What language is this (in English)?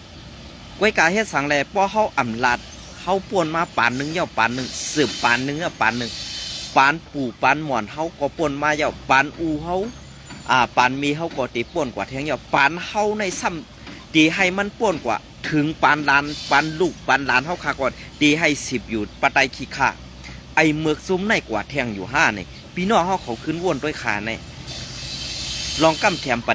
Shan